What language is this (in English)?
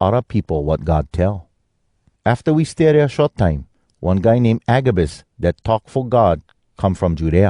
Hawai'i Creole English